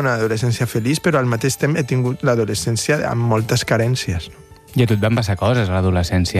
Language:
Catalan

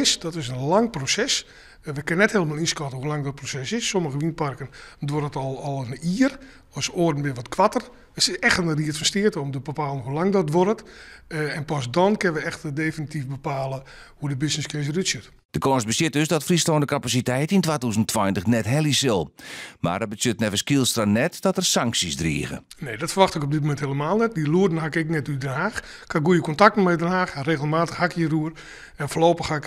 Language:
Western Frisian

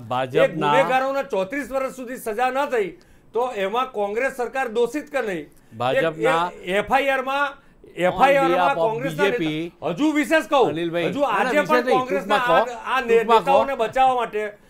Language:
Gujarati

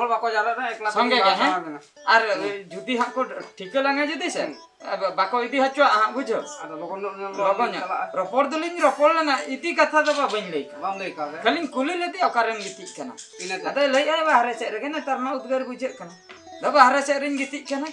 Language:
Santali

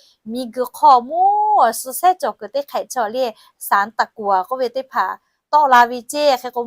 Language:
Lahu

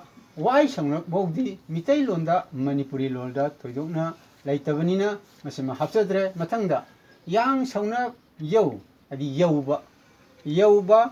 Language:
Manipuri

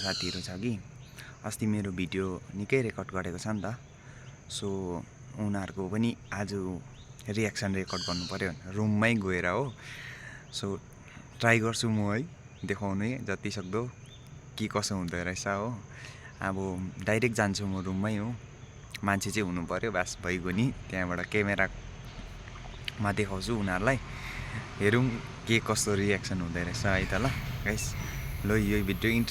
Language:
Nepali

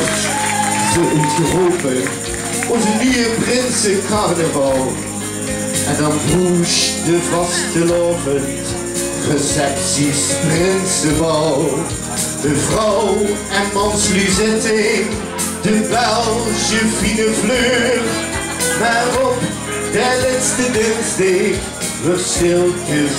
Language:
Limburgish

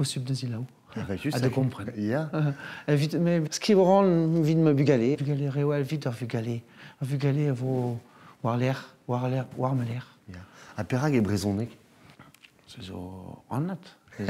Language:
Breton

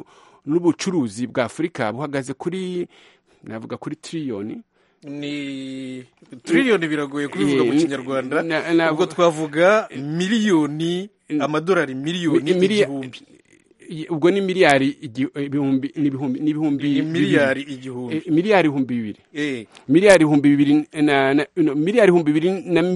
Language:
Kinyarwanda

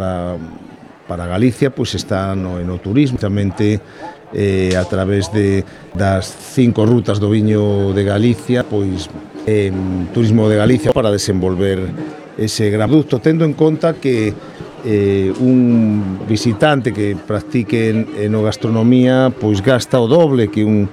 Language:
Galician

